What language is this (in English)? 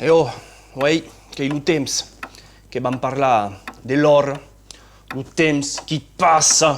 Occitan